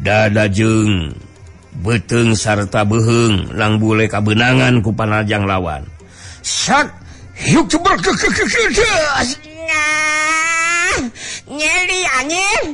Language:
Sundanese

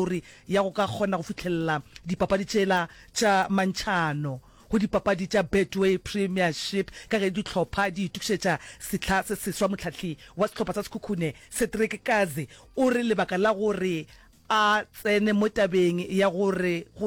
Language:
Northern Sotho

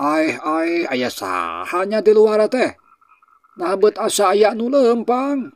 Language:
Sundanese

